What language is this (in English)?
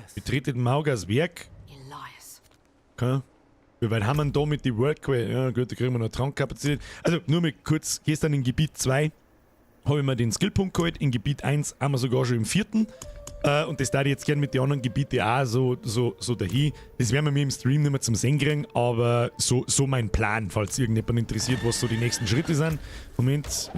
Bavarian